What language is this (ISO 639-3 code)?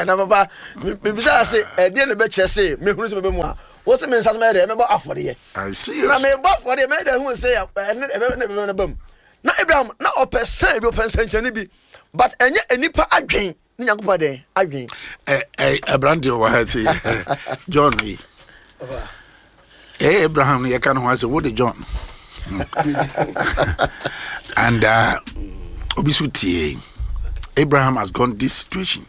aka